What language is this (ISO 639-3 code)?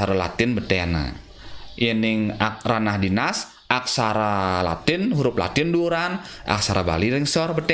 ban